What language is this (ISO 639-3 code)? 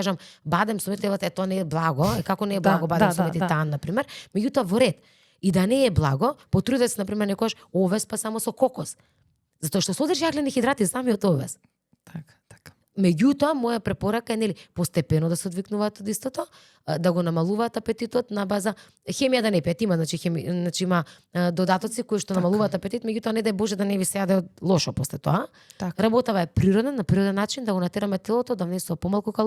mkd